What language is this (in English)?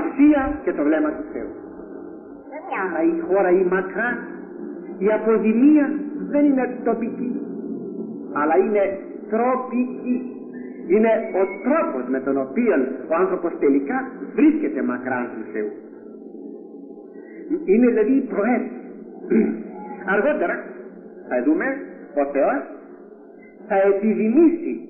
Greek